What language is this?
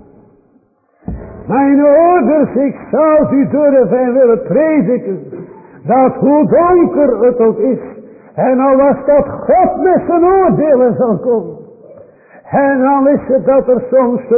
Dutch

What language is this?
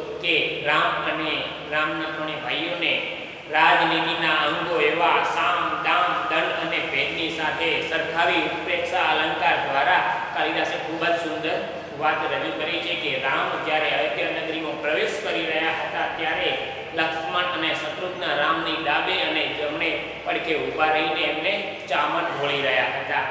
Gujarati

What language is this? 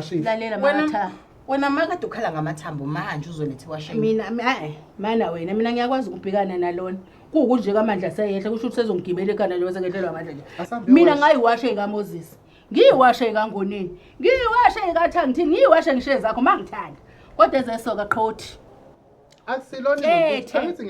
Zulu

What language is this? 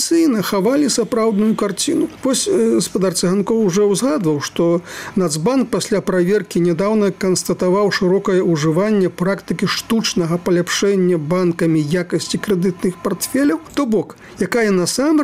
Belarusian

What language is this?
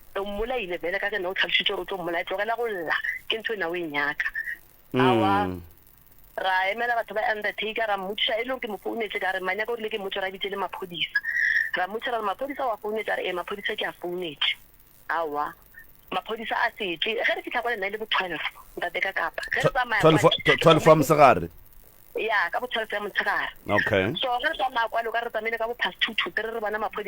Northern Sotho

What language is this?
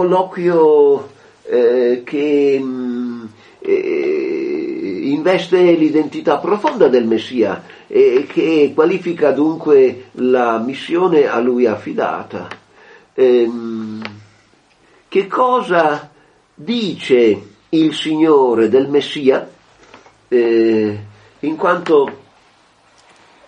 Italian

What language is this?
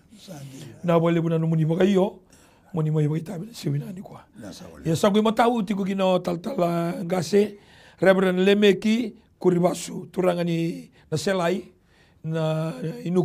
Fijian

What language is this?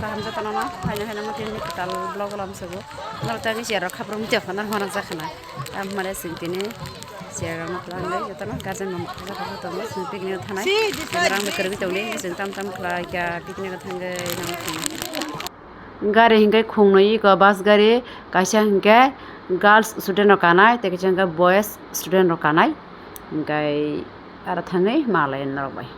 Kok Borok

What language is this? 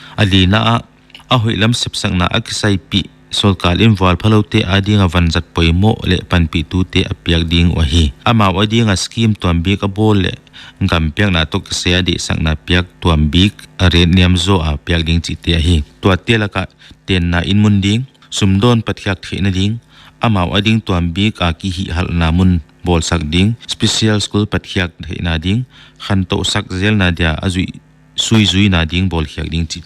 Paite Chin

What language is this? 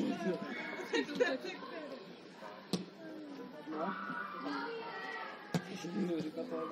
Czech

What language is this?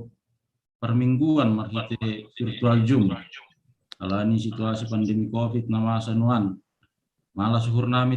Batak Simalungun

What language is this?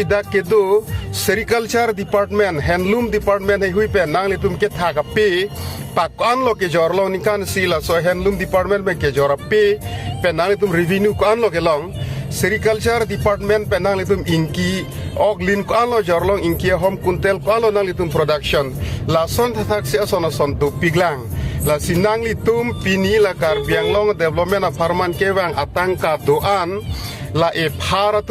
Karbi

